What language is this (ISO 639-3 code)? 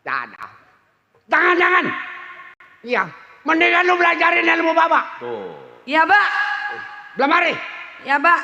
bew